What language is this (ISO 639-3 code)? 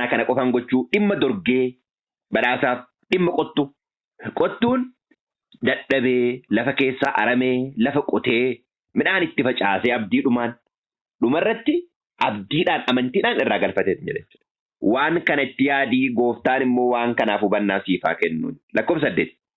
orm